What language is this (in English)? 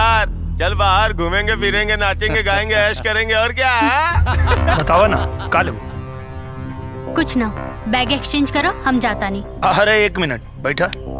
Bhojpuri